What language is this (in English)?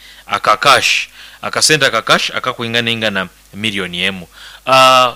Nyoro